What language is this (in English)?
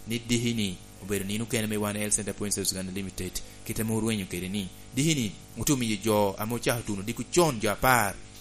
Lango (Uganda)